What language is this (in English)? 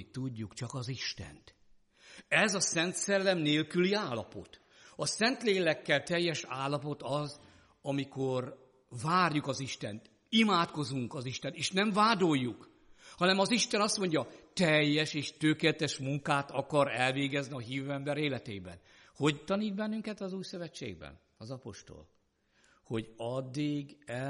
Hungarian